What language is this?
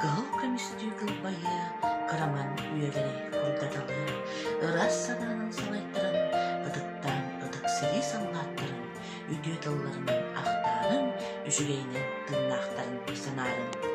Yakut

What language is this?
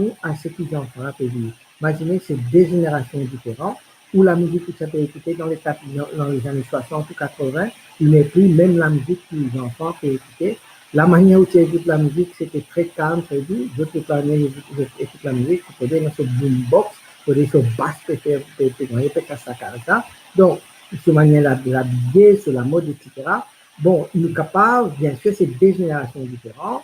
Morisyen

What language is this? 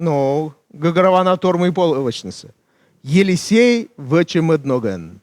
Komi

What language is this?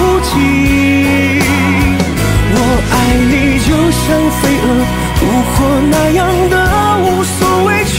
Chinese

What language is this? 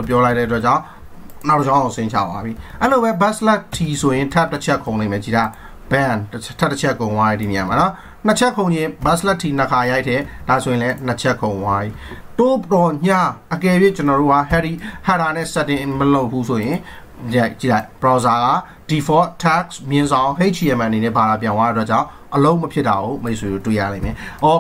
Burmese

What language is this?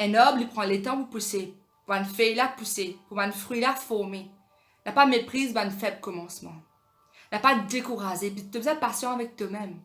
Morisyen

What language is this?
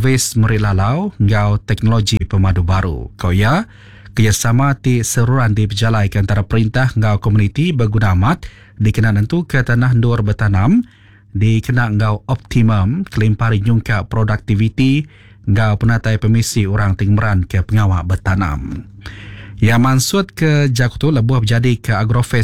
Iban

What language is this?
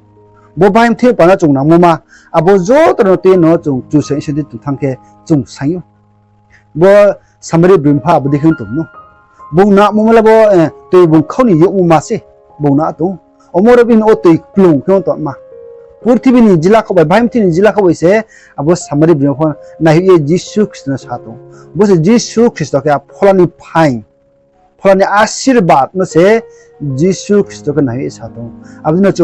Riang (India)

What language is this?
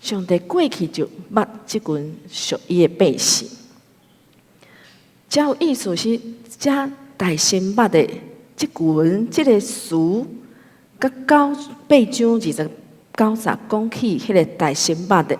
Min Nan Chinese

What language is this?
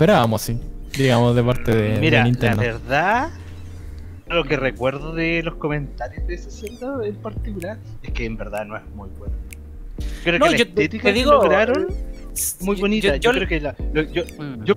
Spanish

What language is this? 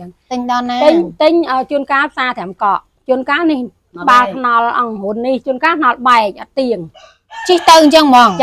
Khmer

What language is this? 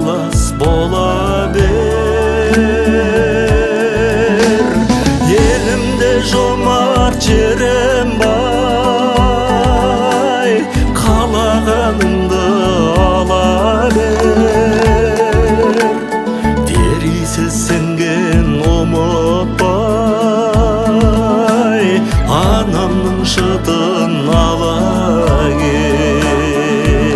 Kazakh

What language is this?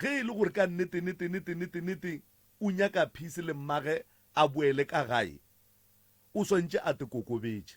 Northern Sotho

